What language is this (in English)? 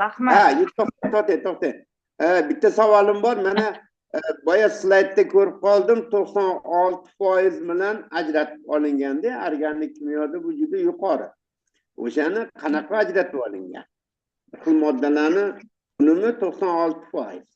Uzbek